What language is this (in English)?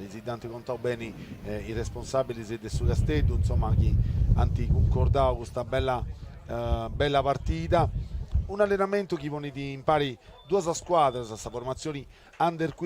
Sardinian